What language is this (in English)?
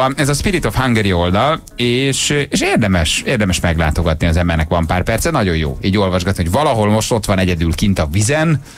Hungarian